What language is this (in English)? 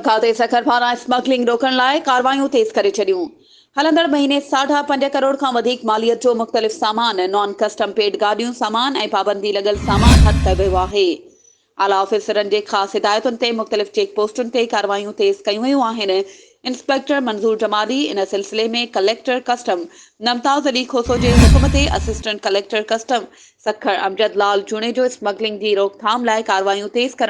Sindhi